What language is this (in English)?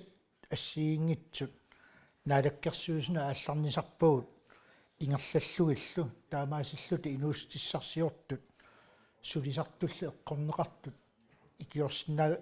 Kalaallisut